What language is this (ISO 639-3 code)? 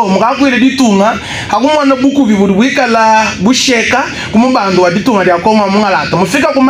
lua